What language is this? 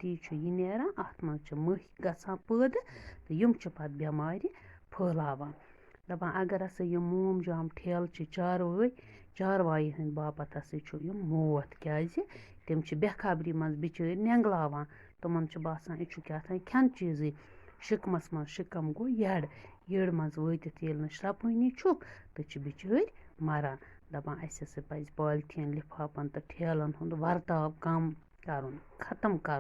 Kashmiri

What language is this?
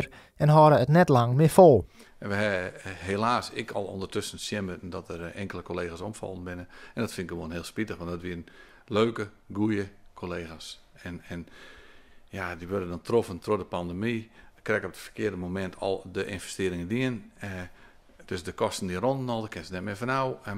Western Frisian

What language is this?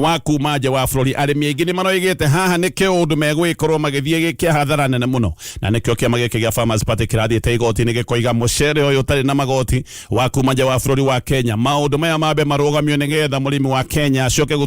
Kikuyu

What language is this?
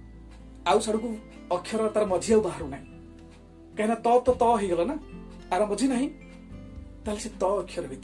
Odia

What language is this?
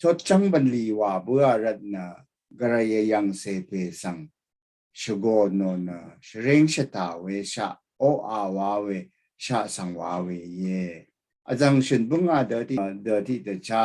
Rawang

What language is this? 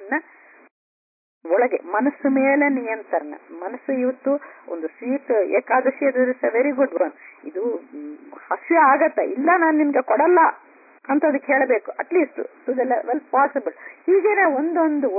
Kannada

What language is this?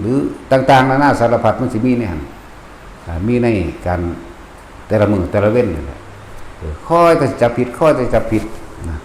Northeastern Thai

